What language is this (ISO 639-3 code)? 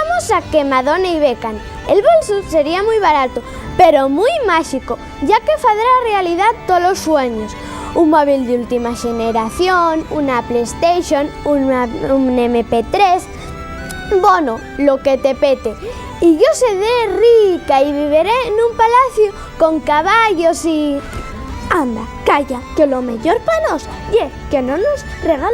ast